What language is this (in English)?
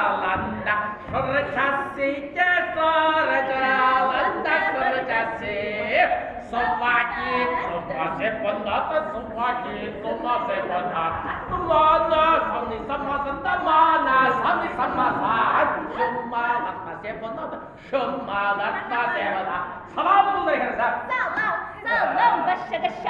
Chuvash